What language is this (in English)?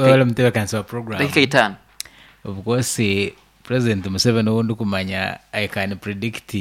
Nyankole